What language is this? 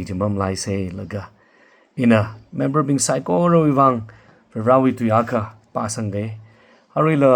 Tangkhul Naga (India)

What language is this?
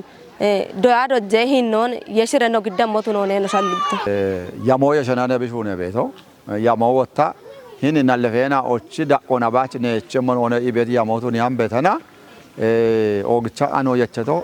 Kafa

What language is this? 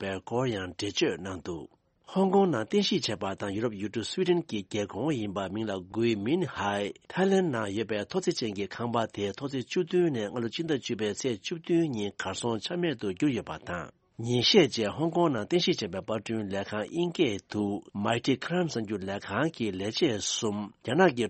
Tibetan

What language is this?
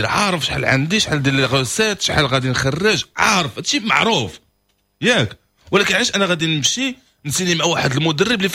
Moroccan Arabic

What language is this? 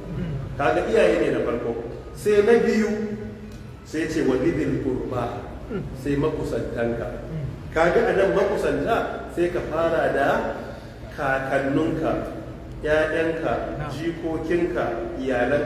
Hausa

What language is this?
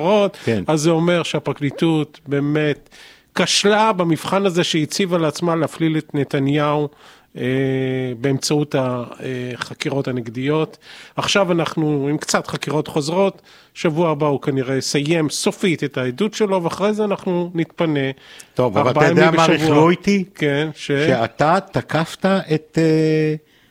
Hebrew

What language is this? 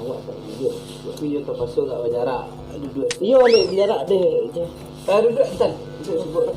Minangkabau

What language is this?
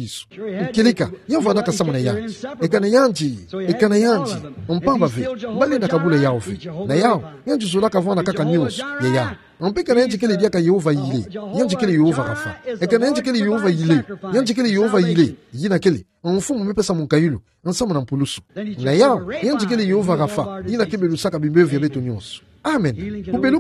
Kituba (Democratic Republic of Congo)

